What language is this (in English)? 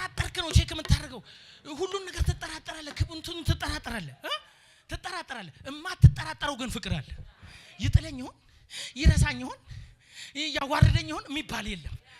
Amharic